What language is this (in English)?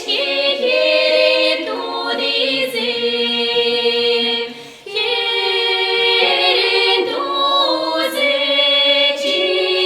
Chuvash